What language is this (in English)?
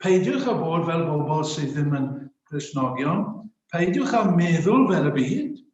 Welsh